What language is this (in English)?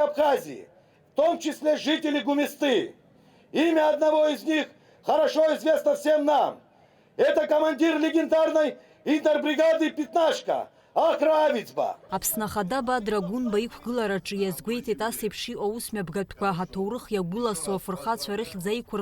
Abkhazian